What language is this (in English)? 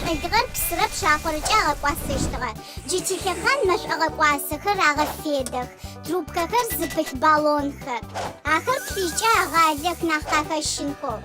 Adyghe